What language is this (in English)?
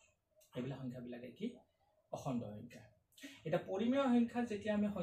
Assamese